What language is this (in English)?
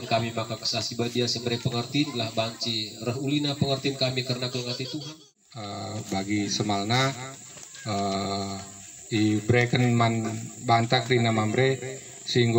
Batak Karo